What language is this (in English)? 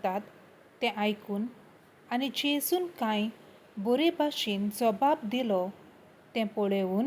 Konkani